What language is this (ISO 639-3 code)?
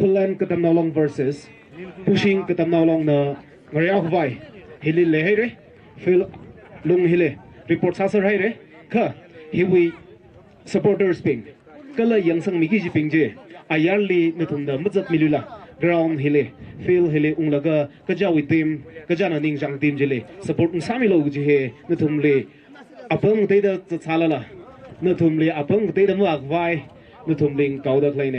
nmf